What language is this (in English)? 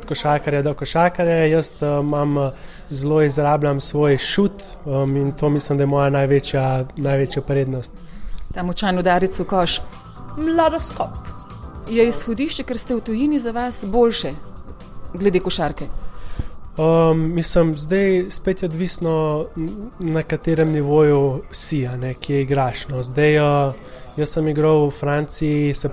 Slovenian